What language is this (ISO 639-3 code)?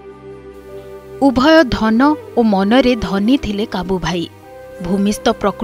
ori